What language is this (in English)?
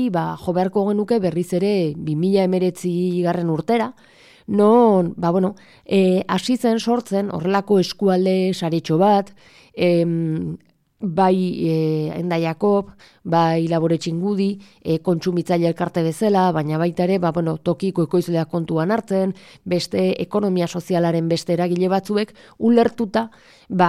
Basque